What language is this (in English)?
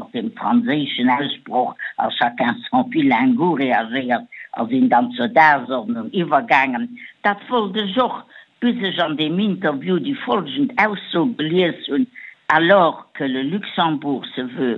Luxembourgish